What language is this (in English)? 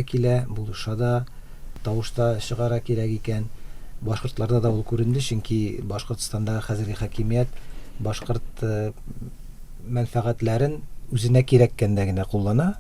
Tatar